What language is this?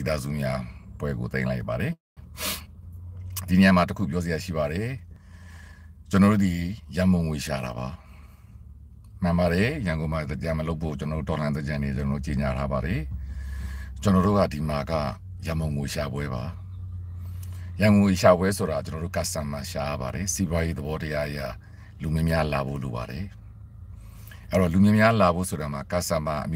Burmese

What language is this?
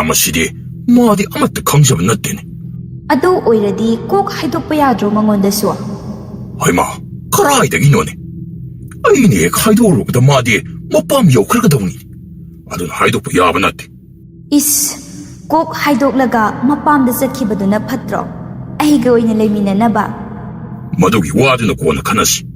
Manipuri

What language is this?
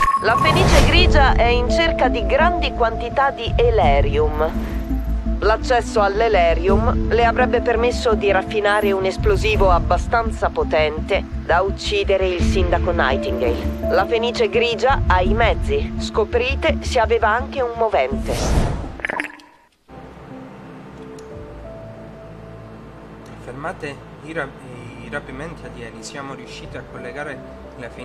Italian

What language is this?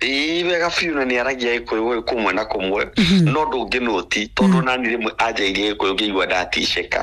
Kikuyu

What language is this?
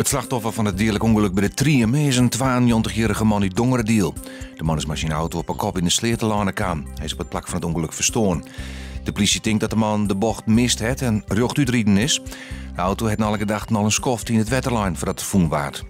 Western Frisian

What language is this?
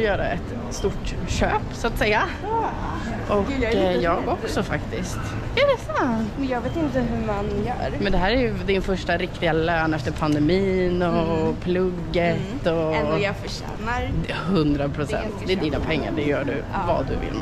Swedish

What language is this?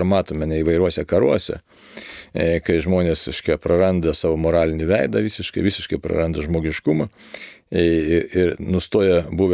Lithuanian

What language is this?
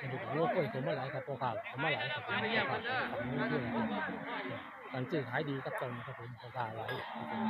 Northeastern Thai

